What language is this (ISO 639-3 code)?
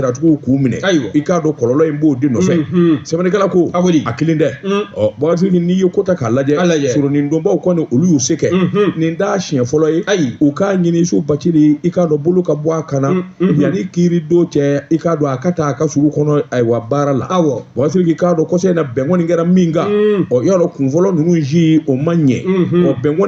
bam